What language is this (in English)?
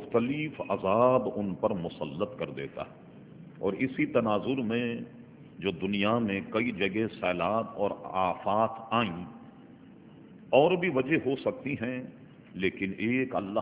Urdu